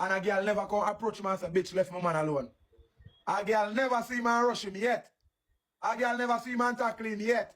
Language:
Jamaican Creole English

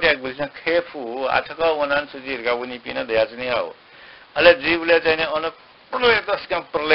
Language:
Newari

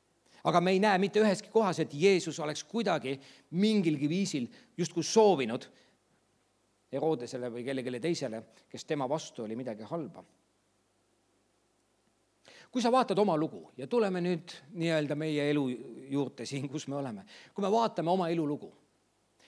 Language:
Estonian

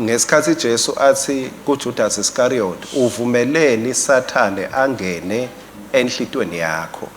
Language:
Swati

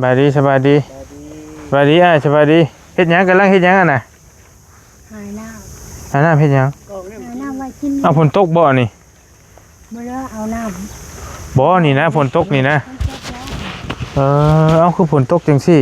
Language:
Northeastern Thai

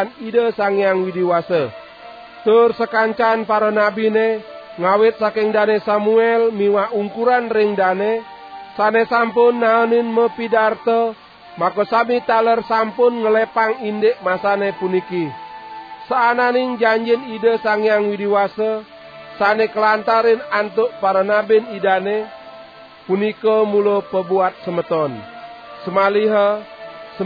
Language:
Balinese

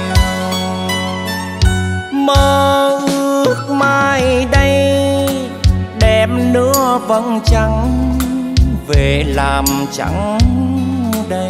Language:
Vietnamese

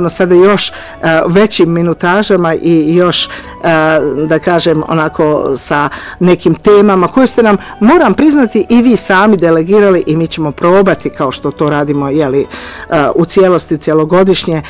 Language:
Croatian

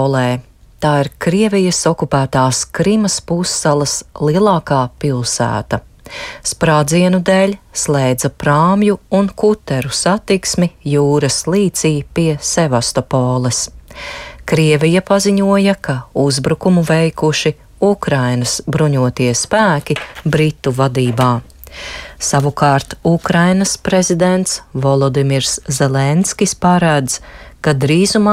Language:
Latvian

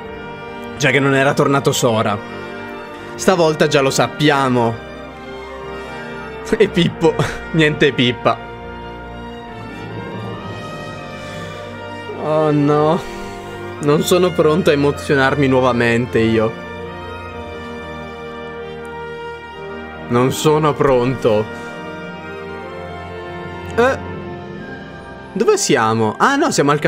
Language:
Italian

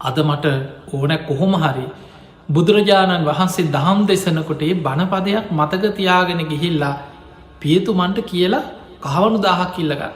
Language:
Sinhala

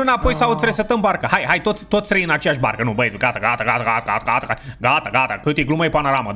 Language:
Romanian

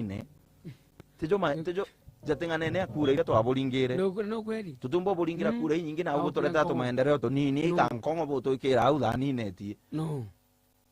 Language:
Meru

